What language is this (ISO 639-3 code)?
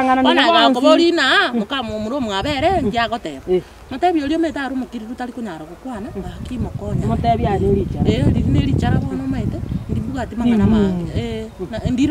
guz